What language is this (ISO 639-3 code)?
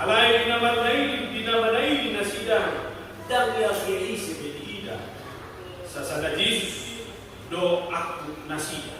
bbc